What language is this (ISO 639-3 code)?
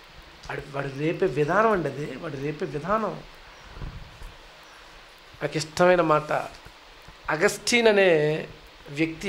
tel